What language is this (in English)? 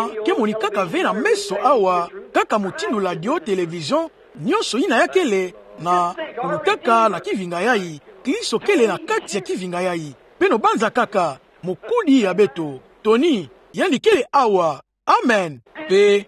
Kituba (Democratic Republic of Congo)